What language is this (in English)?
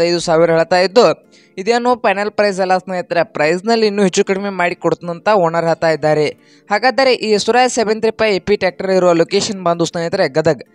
Kannada